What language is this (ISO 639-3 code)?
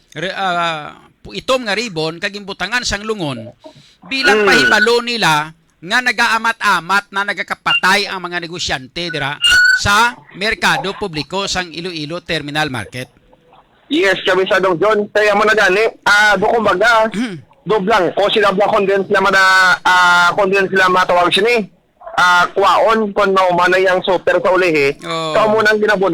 hil